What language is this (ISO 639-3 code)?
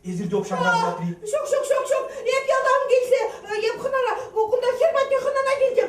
chv